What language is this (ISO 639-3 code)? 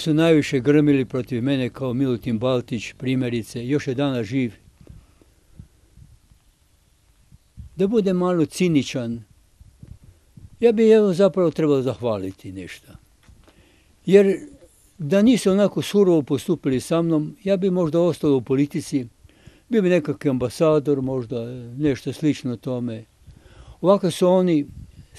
hrv